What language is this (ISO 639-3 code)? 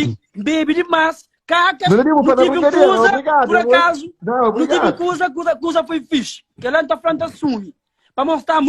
kea